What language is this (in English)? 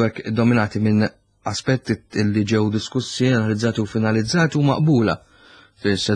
Maltese